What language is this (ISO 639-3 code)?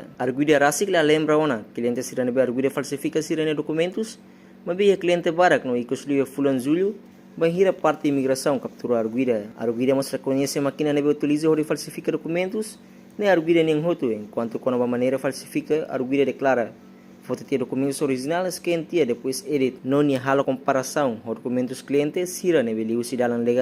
tet